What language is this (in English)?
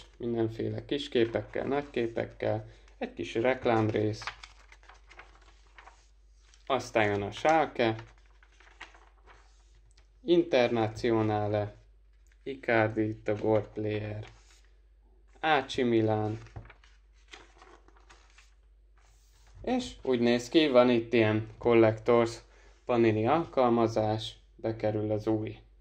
Hungarian